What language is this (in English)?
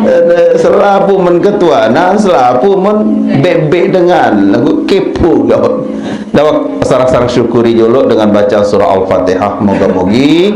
Sasak